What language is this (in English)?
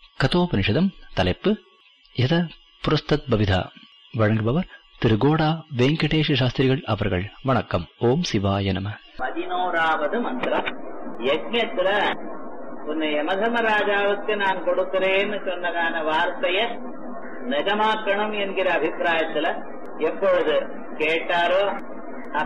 Tamil